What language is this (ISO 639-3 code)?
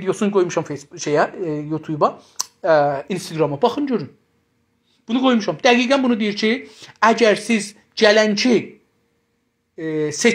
azb